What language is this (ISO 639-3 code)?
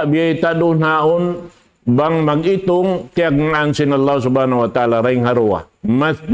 tsg